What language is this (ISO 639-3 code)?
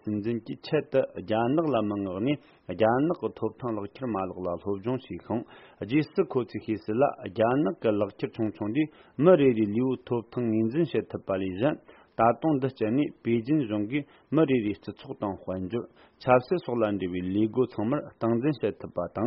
bod